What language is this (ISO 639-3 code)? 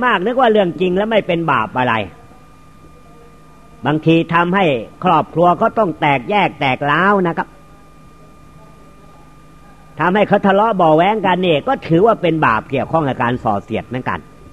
tha